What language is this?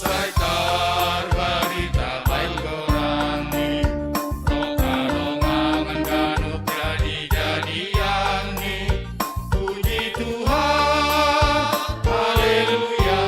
Batak Simalungun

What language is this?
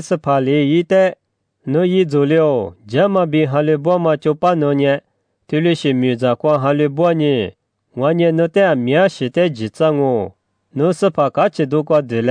Lisu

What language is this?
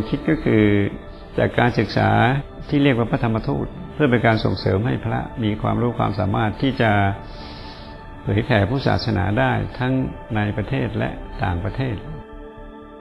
Thai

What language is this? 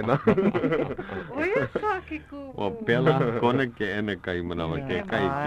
Hawaiian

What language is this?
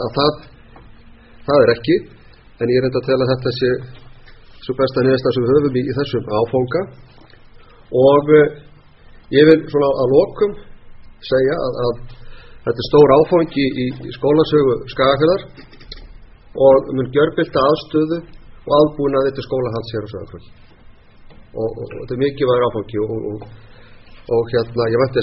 Icelandic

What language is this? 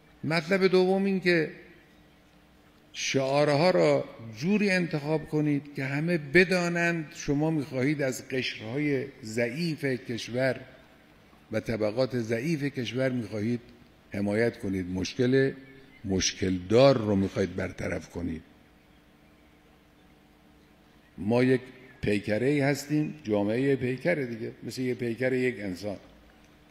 Persian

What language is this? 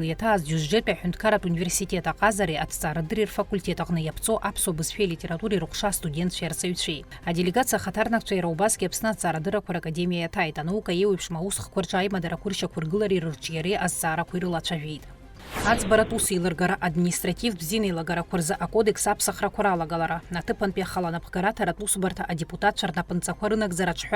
Abkhazian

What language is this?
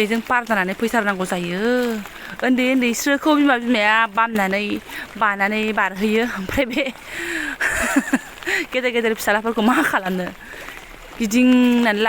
Bodo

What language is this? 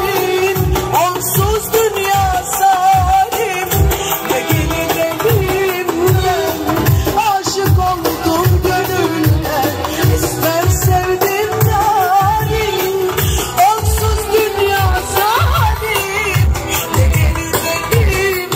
Turkish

